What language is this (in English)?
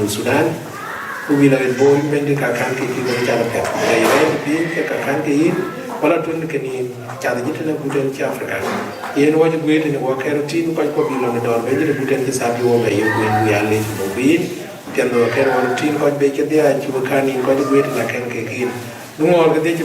Dinka